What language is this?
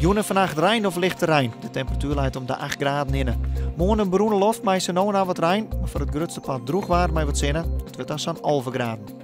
Western Frisian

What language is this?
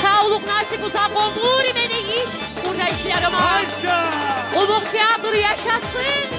Kumyk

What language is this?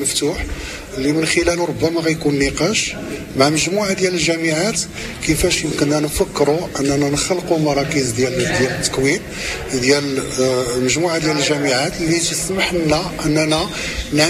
Moroccan Arabic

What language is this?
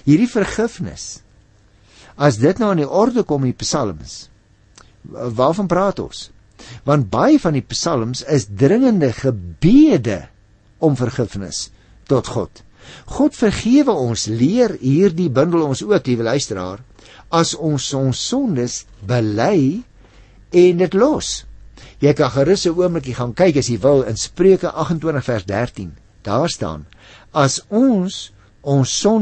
Afrikaans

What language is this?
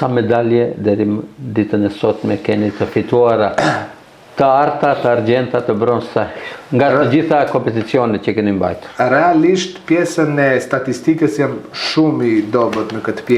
Albanian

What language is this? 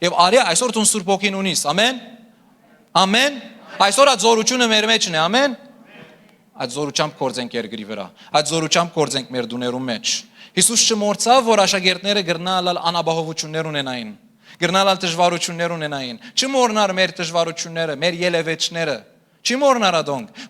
Western Armenian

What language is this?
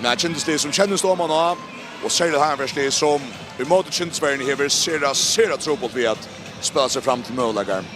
Faroese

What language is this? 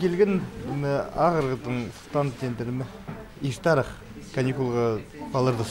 Khakas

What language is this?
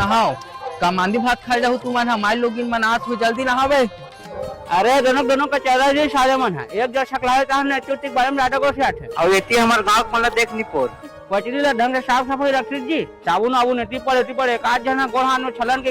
Chhattisgarhi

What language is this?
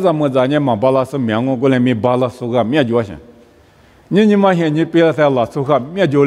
Lisu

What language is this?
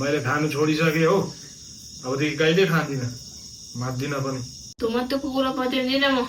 Nepali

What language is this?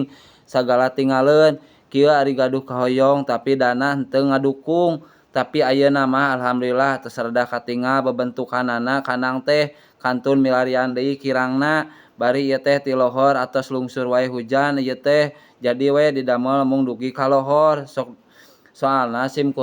Sundanese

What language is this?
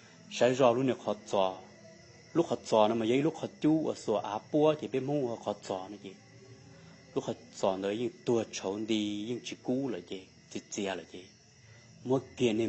Hmong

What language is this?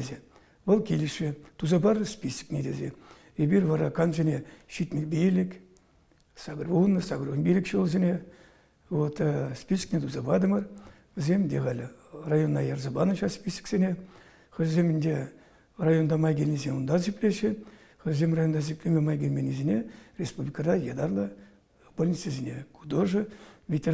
Chuvash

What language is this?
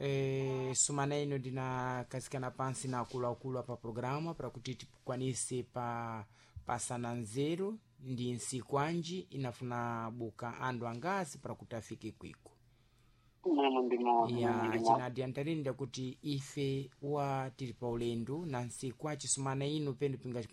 Sena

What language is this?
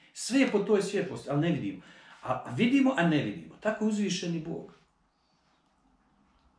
Bosnian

